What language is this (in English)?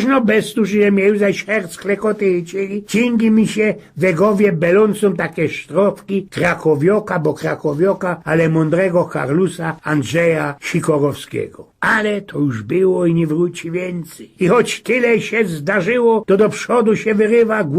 Silesian